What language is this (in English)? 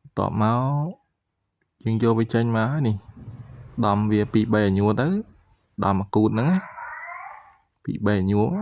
Khmer